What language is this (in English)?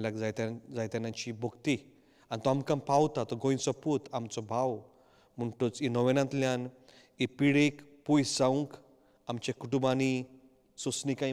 Konkani